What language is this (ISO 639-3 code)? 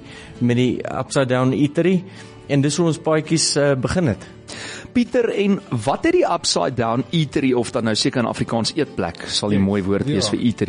afr